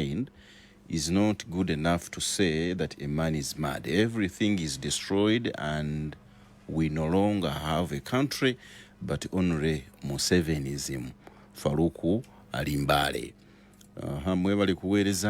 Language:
Ganda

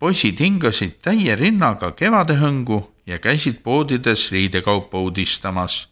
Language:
Estonian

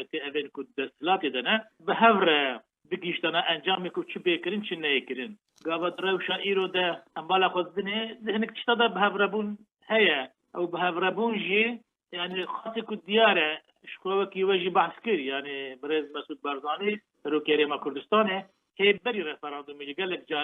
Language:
Kurdish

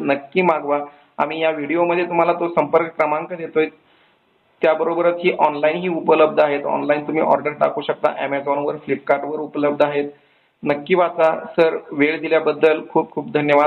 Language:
Marathi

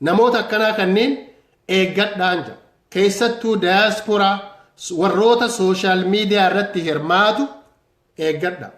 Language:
Oromo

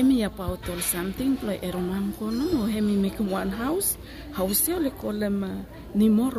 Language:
Bislama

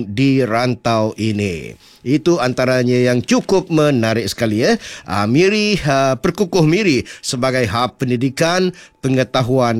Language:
Malay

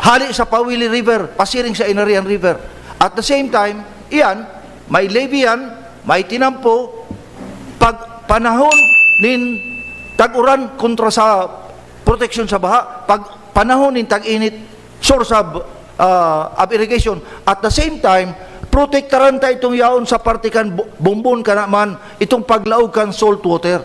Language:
Bikol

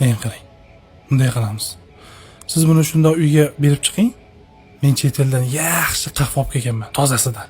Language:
Uzbek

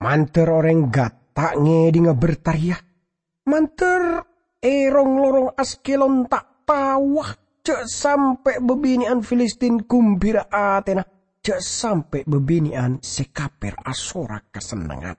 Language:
Madurese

